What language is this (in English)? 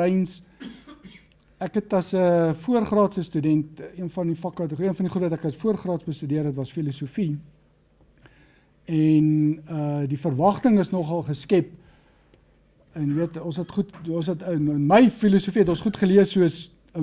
Afrikaans